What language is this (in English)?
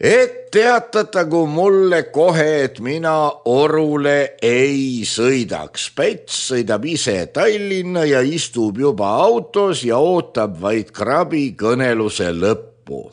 Estonian